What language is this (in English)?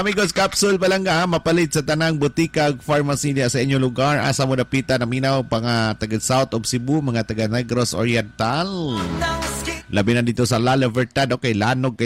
Cebuano